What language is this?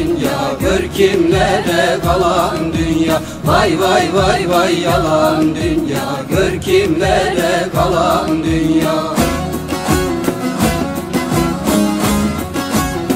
Turkish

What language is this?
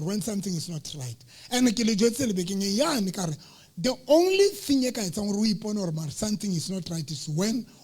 Southern Sotho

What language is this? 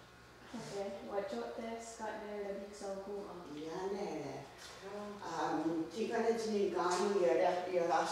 Mohawk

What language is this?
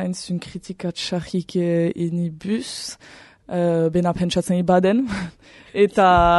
Basque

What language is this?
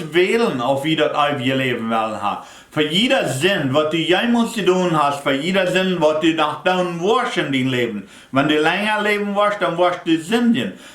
Plautdietsch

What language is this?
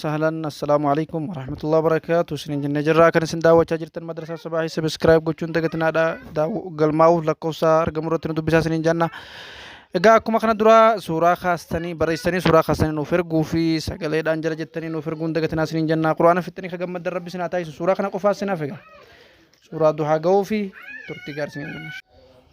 Oromo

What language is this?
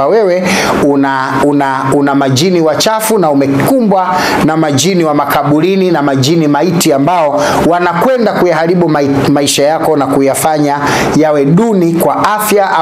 Swahili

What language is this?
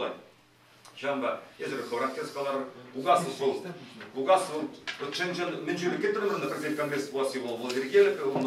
Chuvash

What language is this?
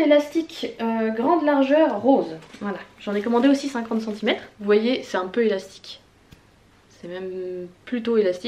French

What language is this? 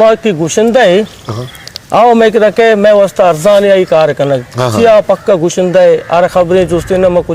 Eastern Balochi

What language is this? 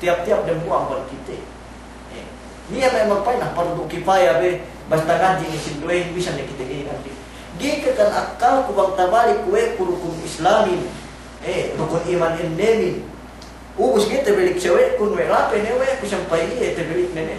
Yakan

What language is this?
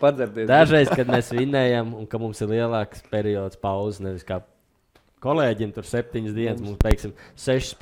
Latvian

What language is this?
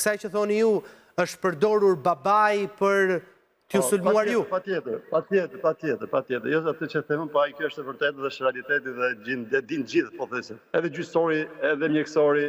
Albanian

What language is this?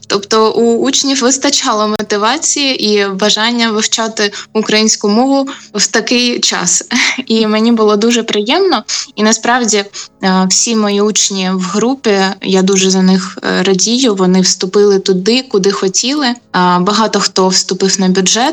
Ukrainian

